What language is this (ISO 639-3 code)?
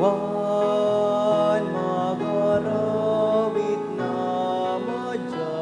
bik